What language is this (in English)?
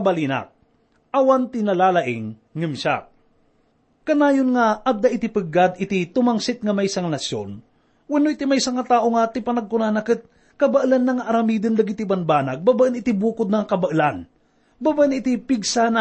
Iloko